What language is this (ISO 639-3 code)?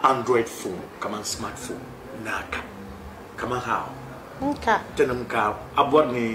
dag